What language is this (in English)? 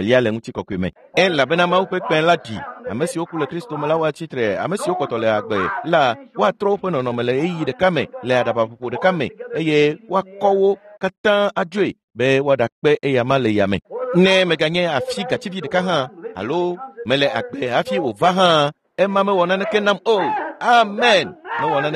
Ewe